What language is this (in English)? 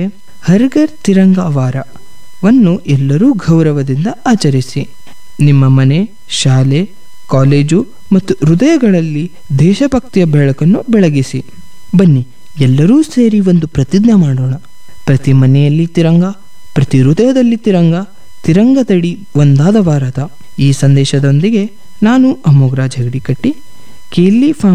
Kannada